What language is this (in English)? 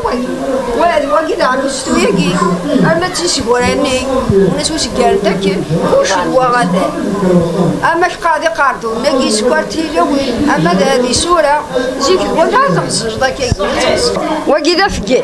Kabyle